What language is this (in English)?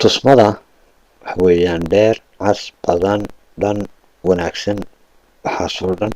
Somali